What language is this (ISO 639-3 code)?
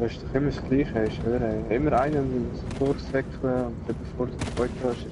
gsw